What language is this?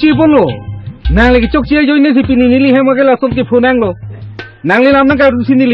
Karbi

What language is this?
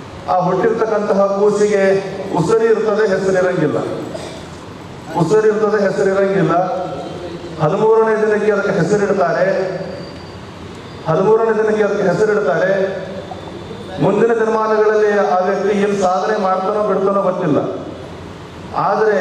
Kannada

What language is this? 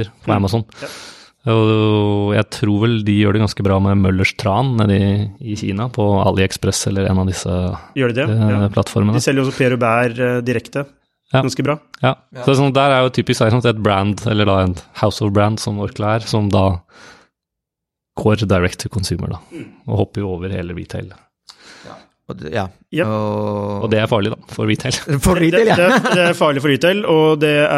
Norwegian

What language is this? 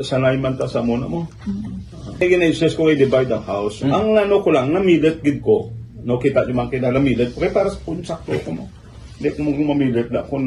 Hiligaynon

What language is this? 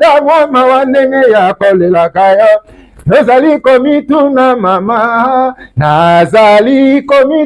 Lingala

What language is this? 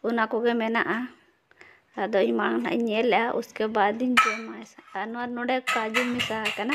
Santali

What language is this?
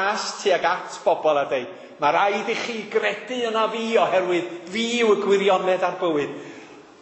Welsh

